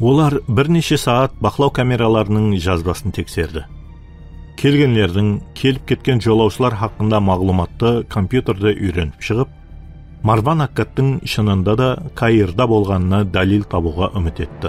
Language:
Kara-Kalpak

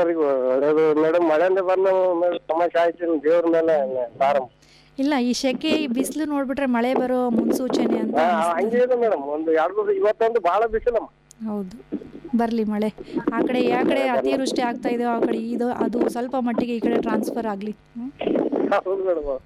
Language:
Kannada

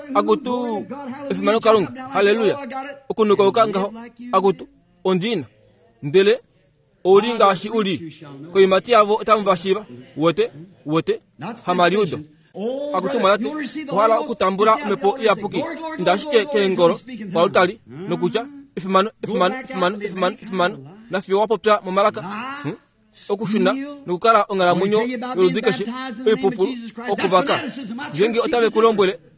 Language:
Kuanyama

